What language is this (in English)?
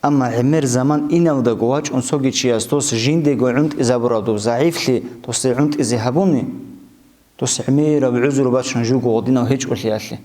Avaric